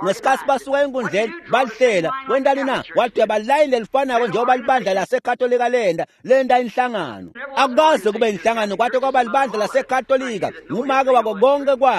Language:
Swati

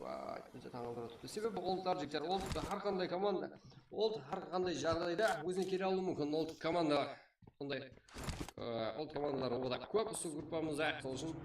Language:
Kara-Kalpak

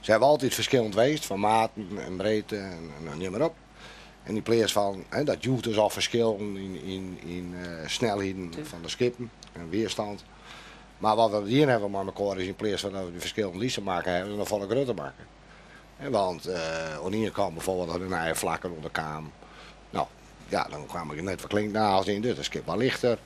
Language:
Western Frisian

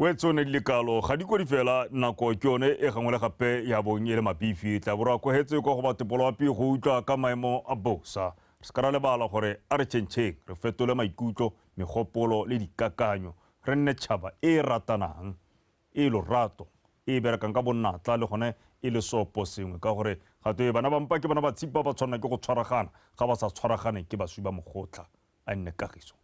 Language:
Tswana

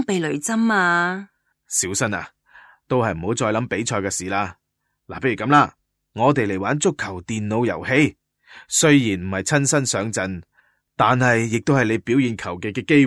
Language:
Cantonese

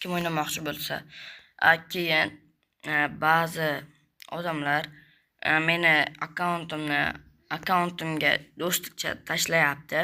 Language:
Uzbek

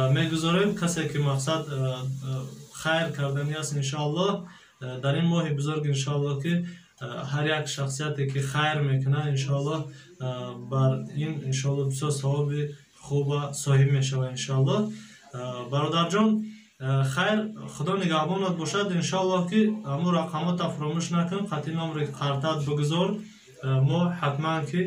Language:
Tajik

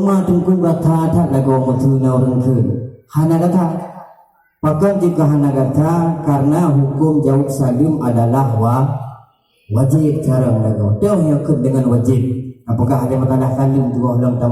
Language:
Achinese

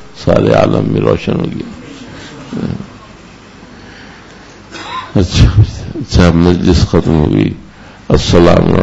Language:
Urdu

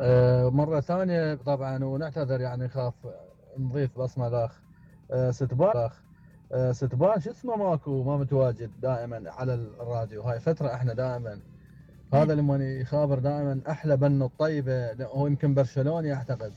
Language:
Mesopotamian Arabic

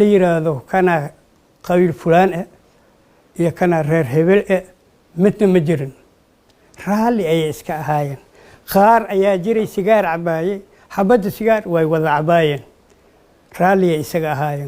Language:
Somali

